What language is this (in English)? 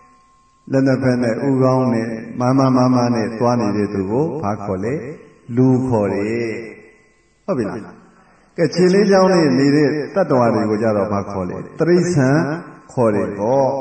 Burmese